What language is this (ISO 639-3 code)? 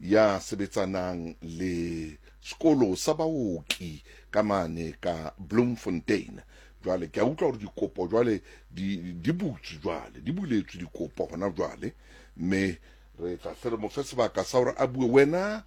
sot